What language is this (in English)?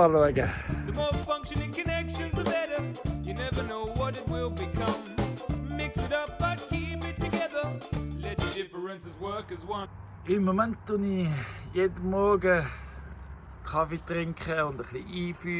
Swiss German